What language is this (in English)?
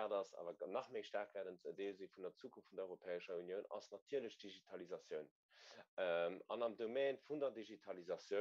Luxembourgish